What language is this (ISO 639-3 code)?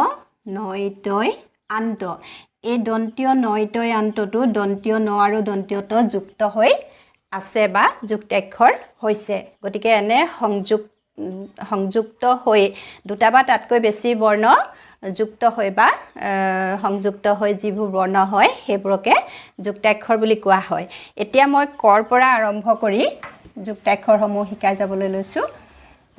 asm